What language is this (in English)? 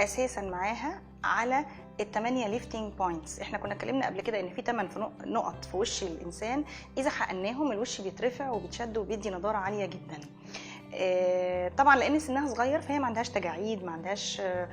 Egyptian Arabic